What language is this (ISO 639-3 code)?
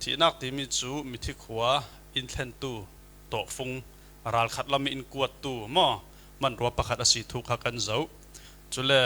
cfm